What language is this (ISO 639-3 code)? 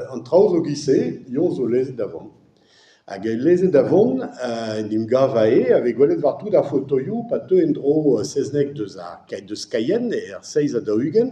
bre